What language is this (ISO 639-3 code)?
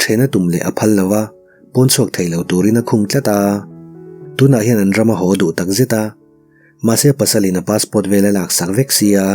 lus